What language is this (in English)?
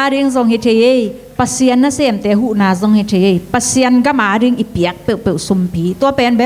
Tedim Chin